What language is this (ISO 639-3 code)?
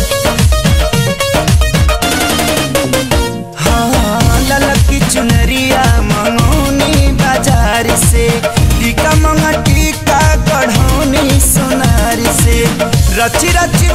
bho